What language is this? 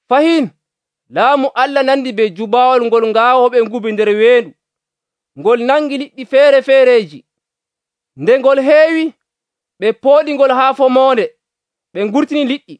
Nigerian Fulfulde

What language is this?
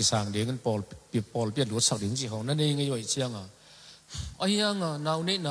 Tedim Chin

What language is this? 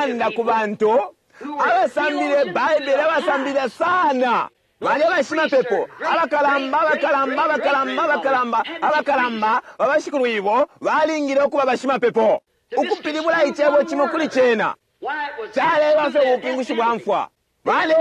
Bemba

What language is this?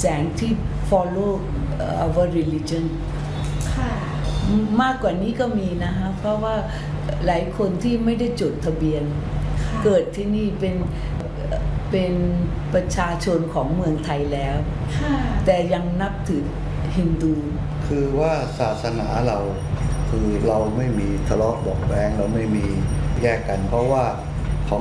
Thai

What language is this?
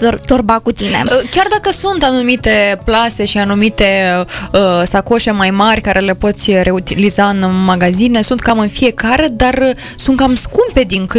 Romanian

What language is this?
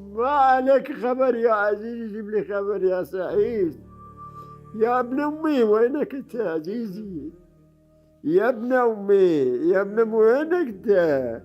Mesopotamian Arabic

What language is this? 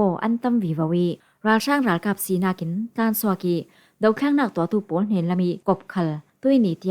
Falam Chin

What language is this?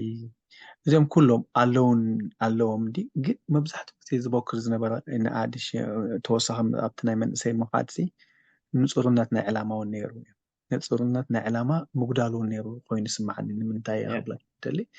Tigrinya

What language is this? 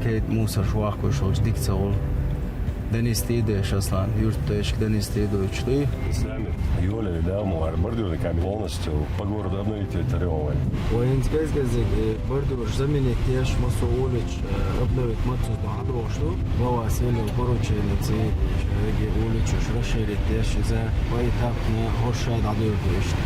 Chechen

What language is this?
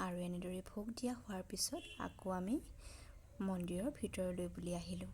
Assamese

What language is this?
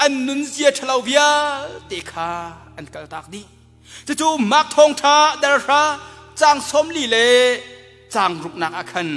Hakha Chin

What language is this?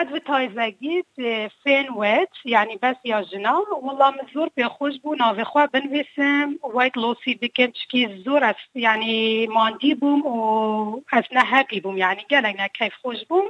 Kurdish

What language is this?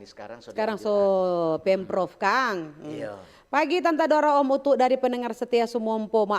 Manado Malay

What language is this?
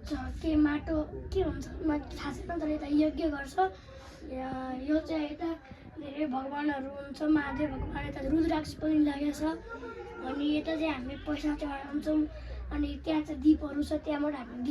Nepali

